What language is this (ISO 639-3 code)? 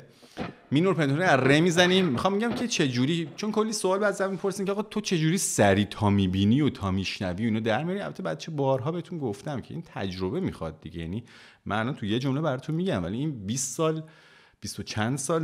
fas